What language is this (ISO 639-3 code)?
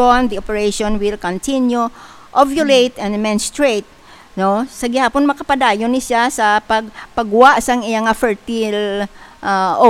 hil